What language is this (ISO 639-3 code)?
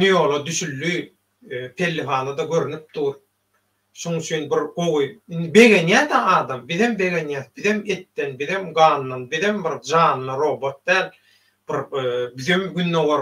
tuk